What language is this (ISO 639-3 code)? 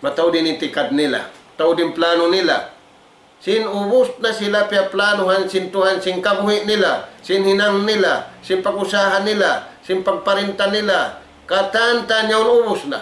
tsg